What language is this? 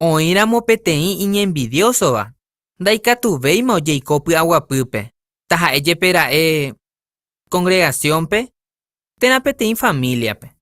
Guarani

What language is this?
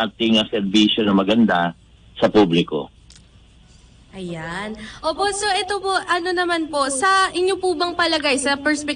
Filipino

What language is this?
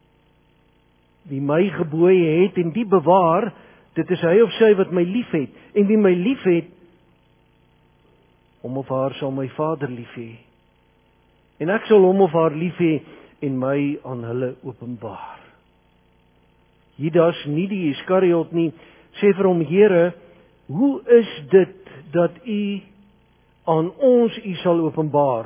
Afrikaans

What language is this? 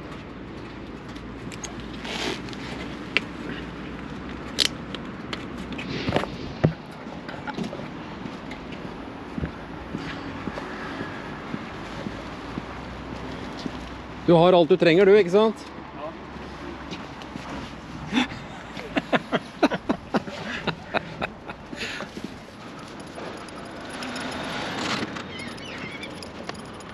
Norwegian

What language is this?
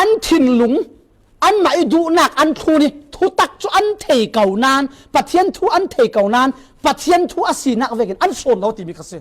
Falam Chin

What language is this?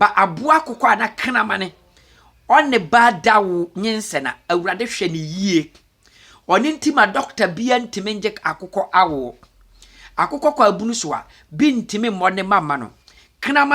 Akan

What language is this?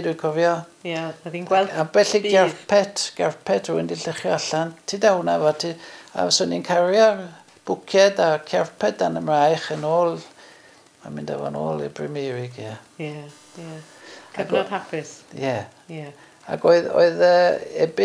Welsh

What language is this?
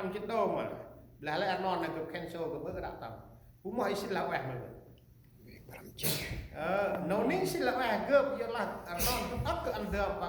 Central Mnong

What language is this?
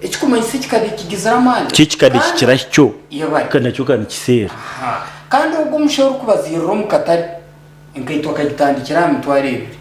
Nyankole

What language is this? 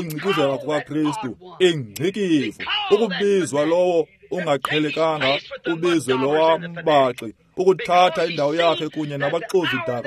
Xhosa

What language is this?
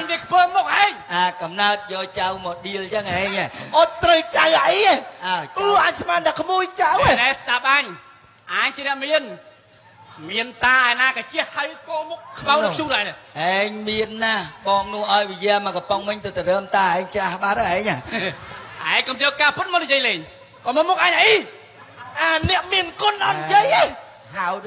Khmer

